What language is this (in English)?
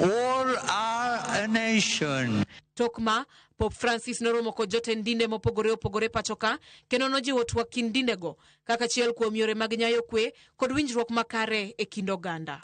Luo (Kenya and Tanzania)